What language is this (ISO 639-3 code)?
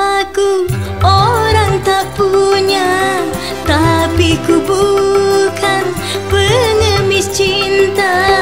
msa